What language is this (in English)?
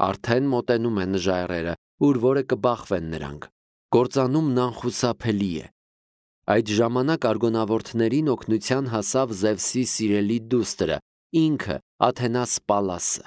Armenian